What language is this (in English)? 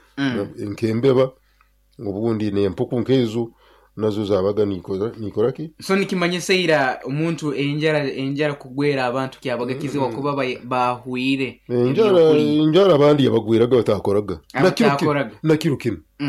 Nyoro